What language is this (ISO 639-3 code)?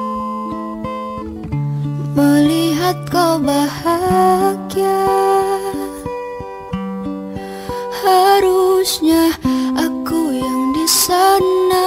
ind